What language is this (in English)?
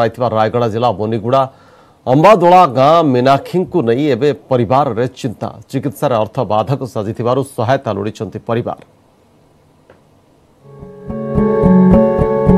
Odia